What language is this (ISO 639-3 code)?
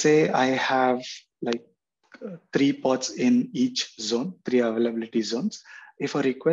eng